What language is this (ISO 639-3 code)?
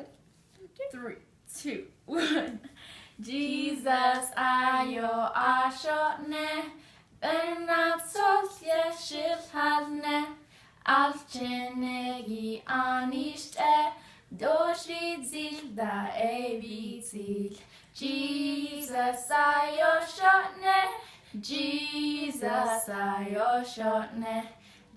nav